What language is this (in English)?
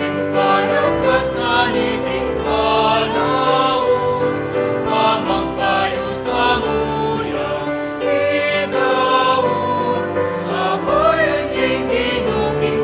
Pampanga